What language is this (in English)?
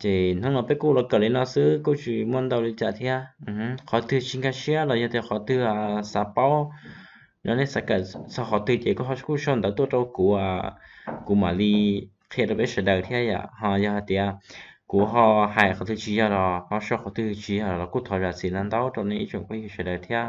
Hmong